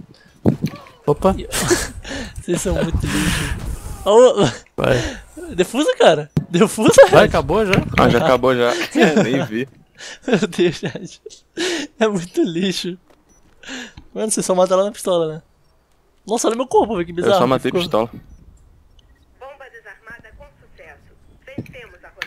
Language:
Portuguese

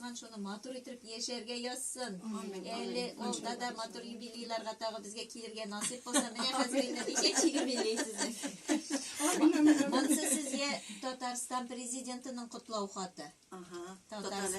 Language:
Tatar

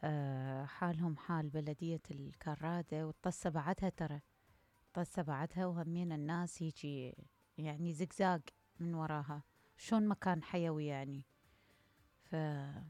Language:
Mesopotamian Arabic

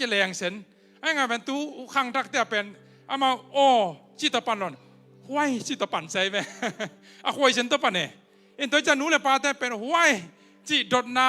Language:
Tedim Chin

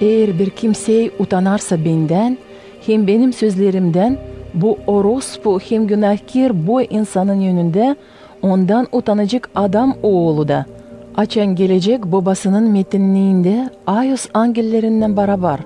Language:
Gagauz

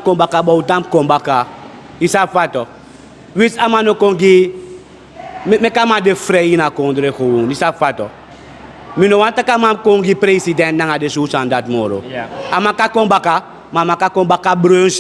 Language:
Sranan Tongo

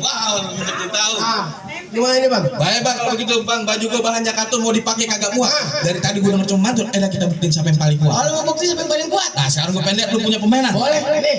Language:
Betawi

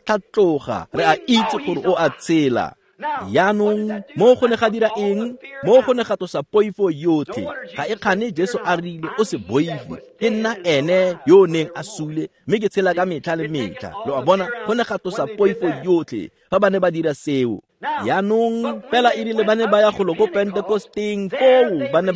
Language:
Tswana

